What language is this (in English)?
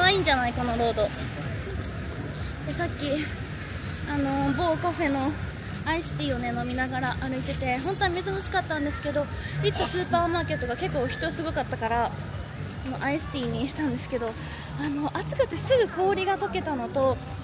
Japanese